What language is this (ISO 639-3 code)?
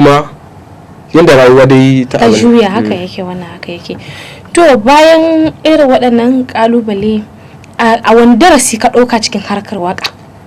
hau